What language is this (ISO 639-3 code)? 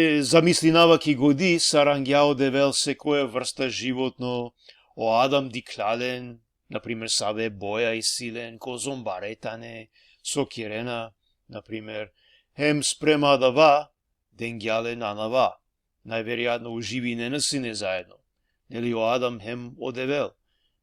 rmn